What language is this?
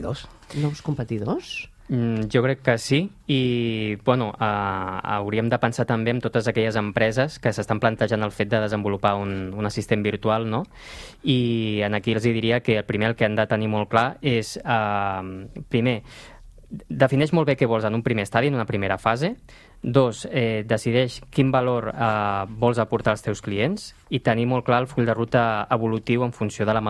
Catalan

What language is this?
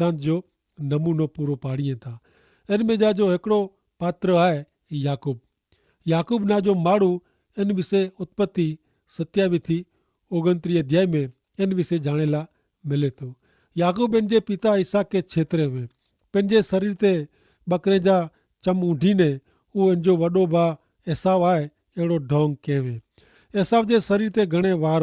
Kachhi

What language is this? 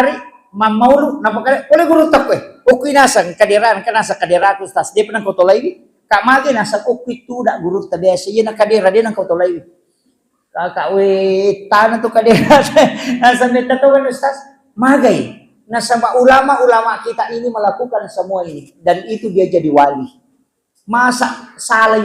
Buginese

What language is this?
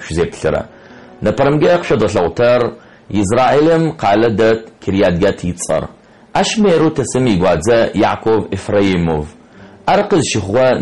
Adyghe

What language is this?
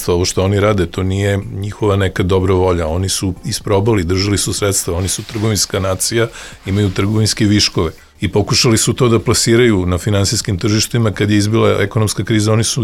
Serbian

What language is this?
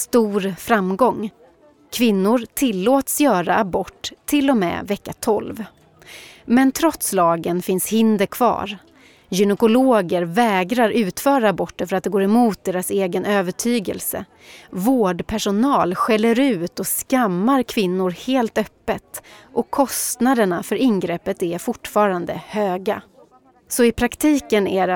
Swedish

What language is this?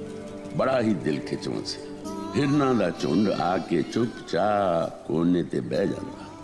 Punjabi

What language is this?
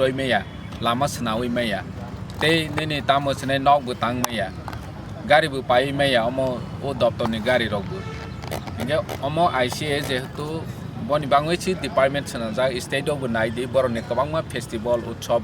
Kok Borok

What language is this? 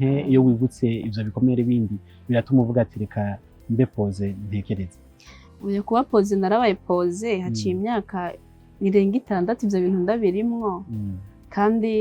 Rundi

